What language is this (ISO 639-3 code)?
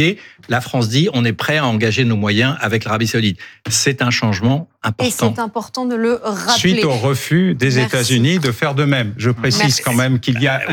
fra